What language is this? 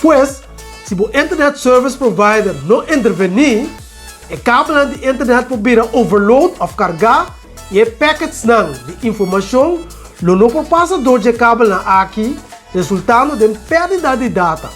Papiamento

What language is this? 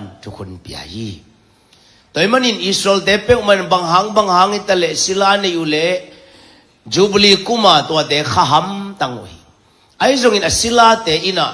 Tedim Chin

